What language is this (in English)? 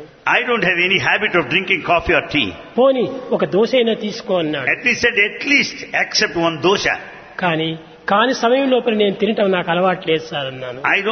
Telugu